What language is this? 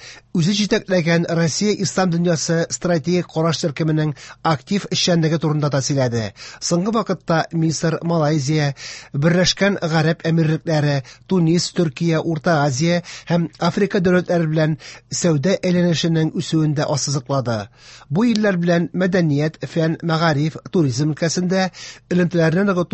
Tatar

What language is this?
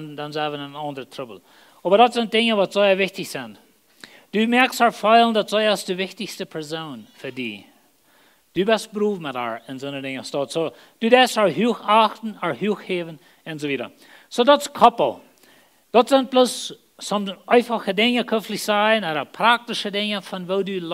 Plautdietsch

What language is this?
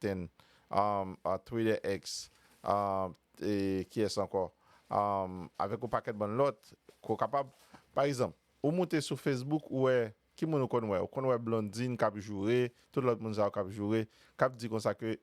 Haitian Creole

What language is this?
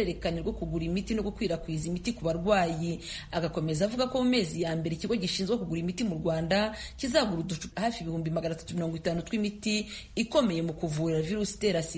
Kinyarwanda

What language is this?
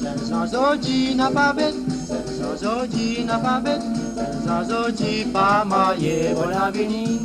Morisyen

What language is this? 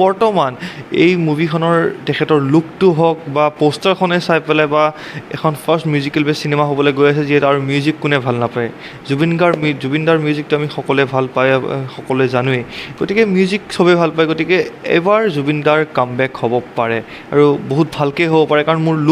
Assamese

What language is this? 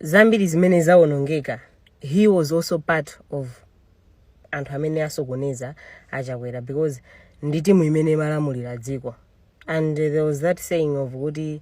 Nyanja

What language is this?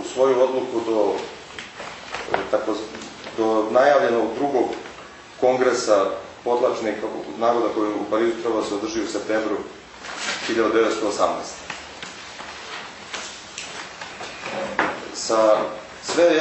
Serbian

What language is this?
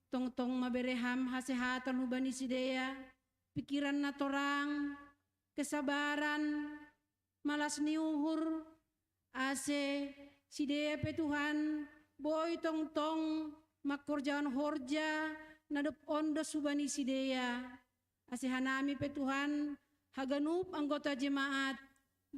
Batak Simalungun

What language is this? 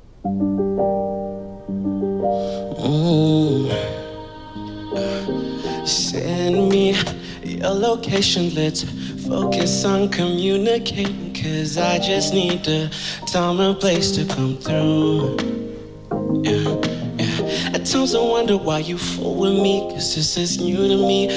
English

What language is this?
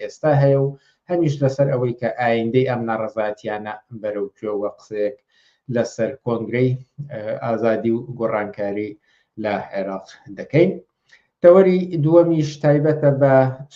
Central Kurdish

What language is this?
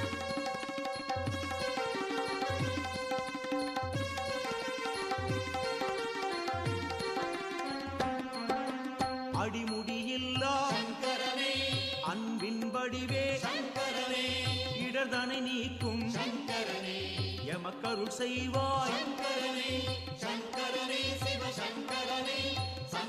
Tamil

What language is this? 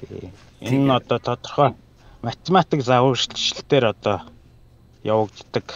Mongolian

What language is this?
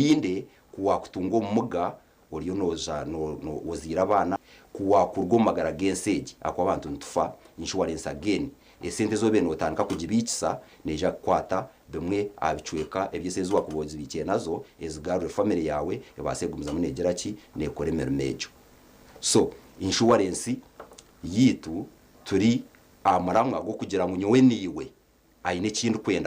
Nyankole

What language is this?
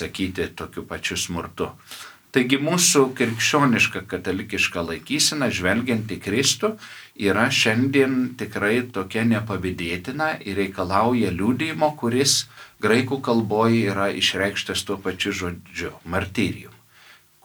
Lithuanian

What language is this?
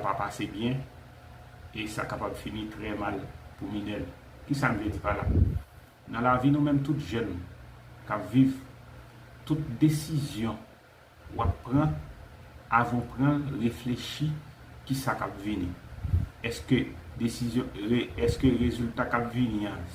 Haitian Creole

